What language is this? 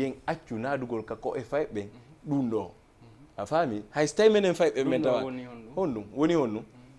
Fula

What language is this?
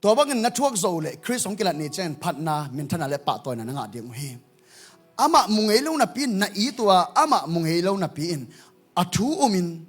Tedim Chin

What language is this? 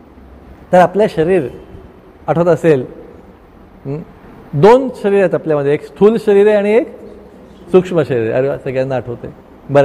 Marathi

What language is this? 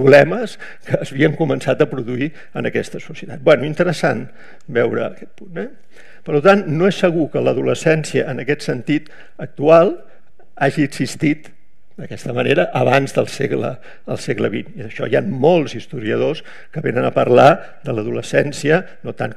Catalan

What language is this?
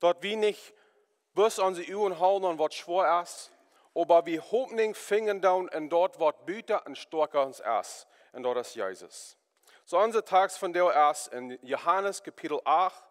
Plautdietsch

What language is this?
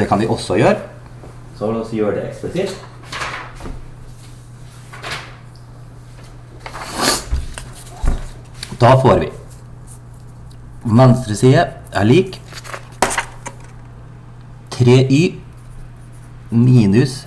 Norwegian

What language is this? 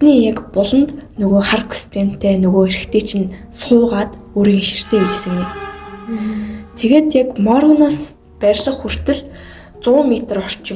Mongolian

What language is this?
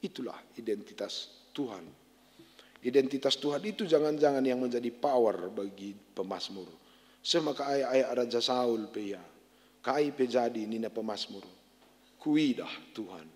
Batak Karo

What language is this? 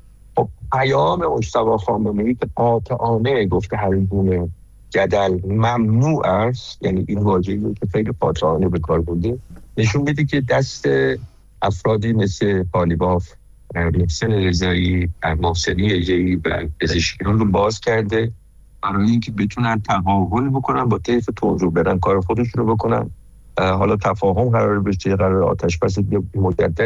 Persian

